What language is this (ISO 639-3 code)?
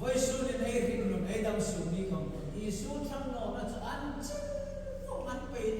hmr